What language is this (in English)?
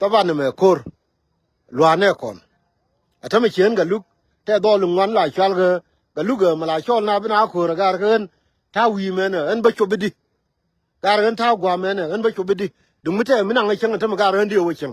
Nuer